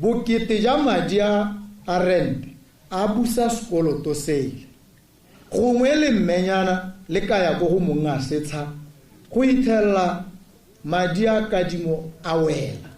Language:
Tswana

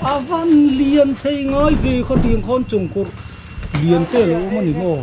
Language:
Mizo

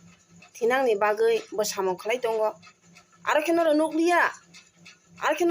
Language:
Riang (India)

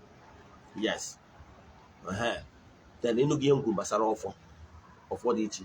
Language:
Igbo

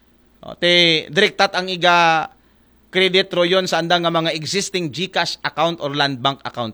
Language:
Aklanon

